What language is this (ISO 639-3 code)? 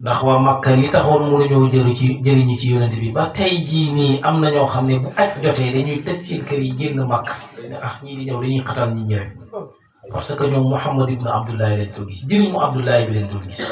wol